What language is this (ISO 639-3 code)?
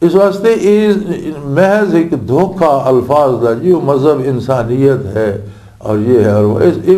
lah